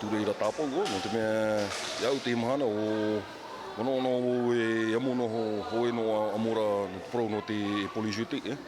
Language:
Tahitian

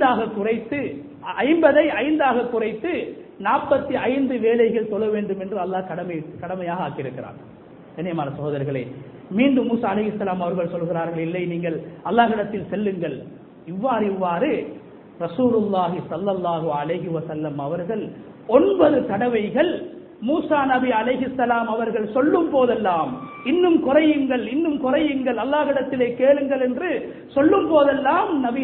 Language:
Tamil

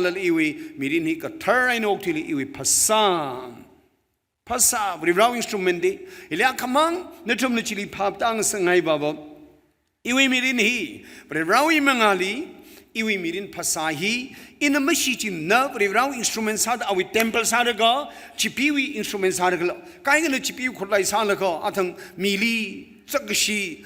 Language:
Tangkhul Naga (India)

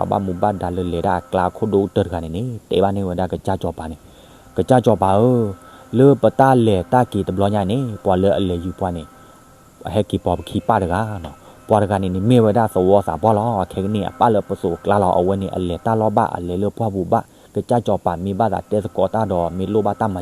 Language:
S'gaw Karen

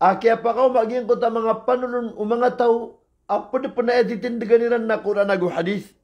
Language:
Maranao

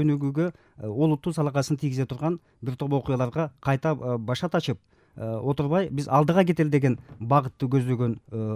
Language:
Kyrgyz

